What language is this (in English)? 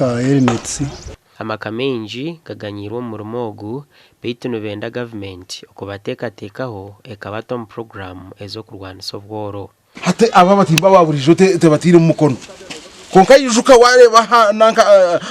Nyankole